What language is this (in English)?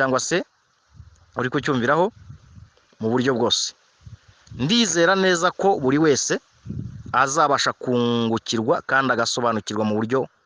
Kinyarwanda